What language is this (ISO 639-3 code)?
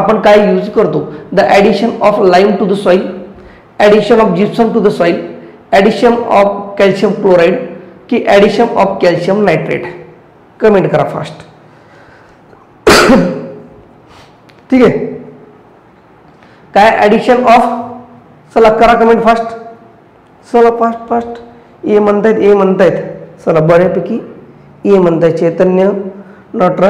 mar